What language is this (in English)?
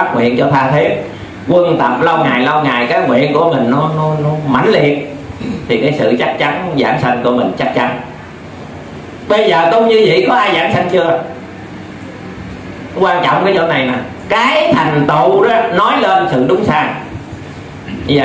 Vietnamese